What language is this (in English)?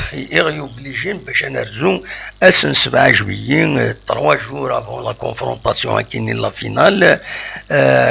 Kabyle